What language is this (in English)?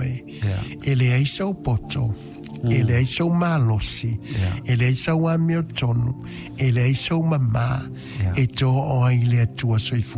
Samoan